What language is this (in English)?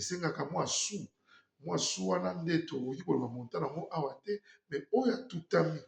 Lingala